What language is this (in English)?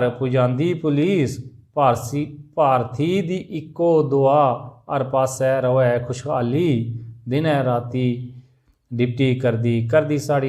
Dogri